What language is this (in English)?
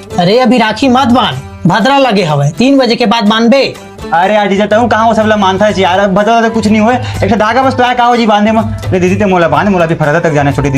Chhattisgarhi